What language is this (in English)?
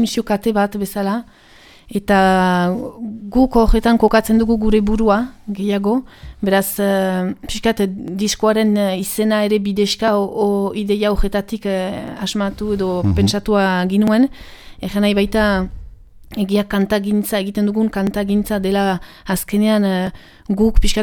Basque